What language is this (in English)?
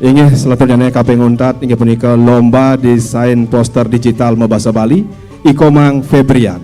Balinese